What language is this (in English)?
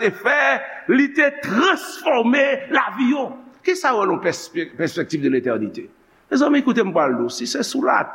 Haitian Creole